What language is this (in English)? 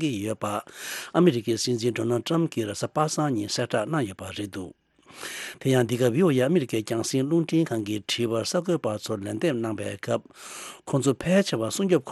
Tibetan